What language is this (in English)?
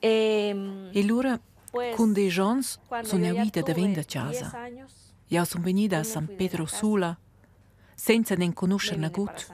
Romansh